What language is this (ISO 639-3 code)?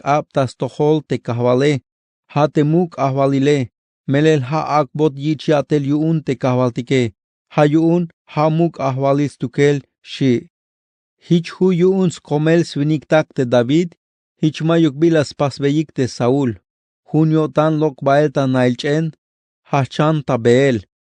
tzh